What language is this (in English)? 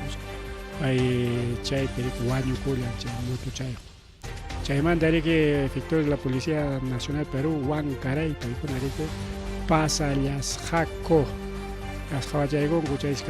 Ayacucho Quechua